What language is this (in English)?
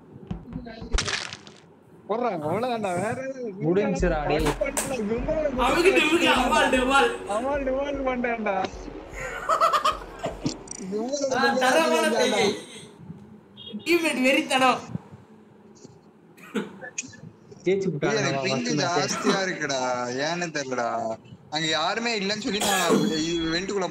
Tamil